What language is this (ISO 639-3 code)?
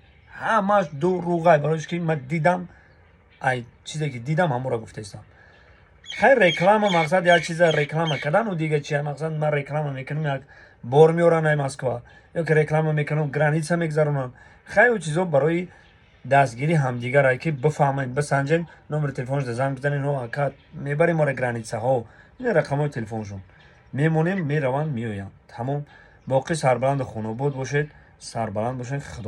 tgk